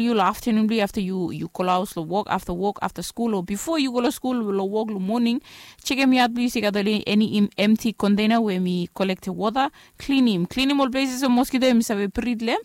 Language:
Bislama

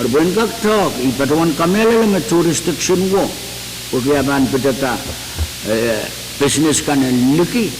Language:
Pohnpeian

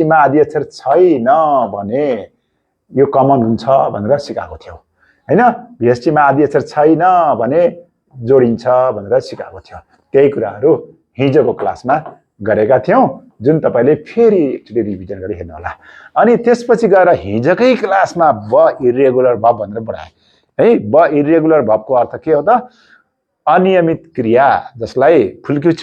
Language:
Nepali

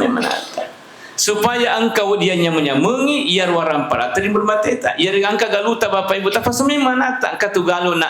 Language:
Buginese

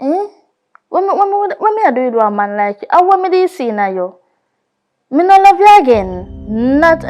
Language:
Jamaican Creole English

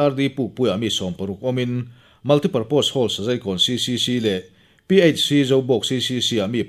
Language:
Mizo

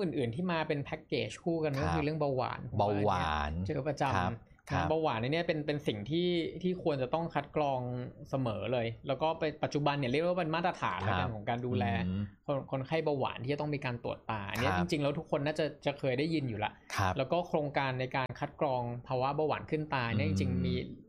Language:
Thai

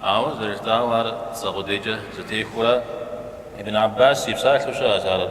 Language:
Kabardian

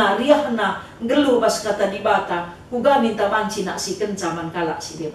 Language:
Batak Karo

